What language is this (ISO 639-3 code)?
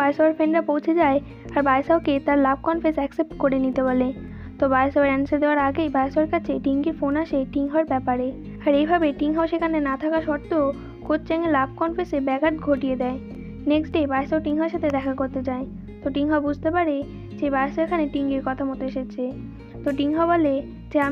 ben